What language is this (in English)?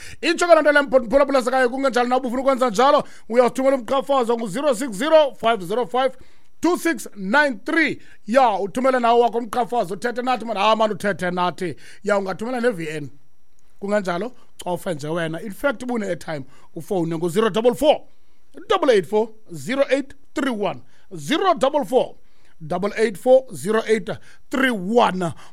Xhosa